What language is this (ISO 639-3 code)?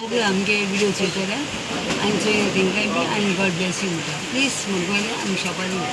kok